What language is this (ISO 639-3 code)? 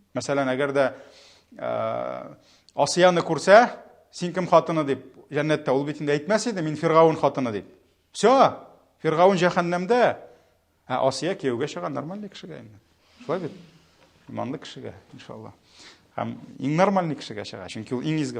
tat